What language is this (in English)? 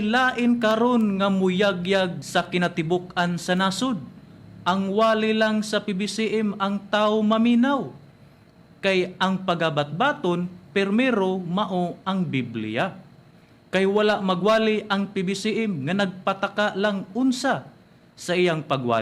Cebuano